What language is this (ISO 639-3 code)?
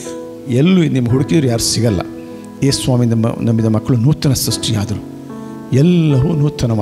kan